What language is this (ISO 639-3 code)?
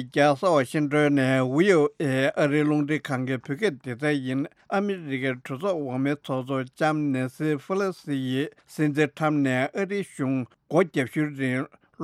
bod